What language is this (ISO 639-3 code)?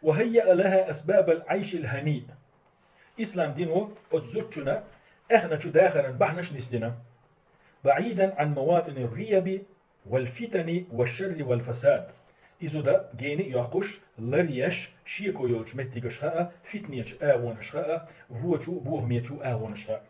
che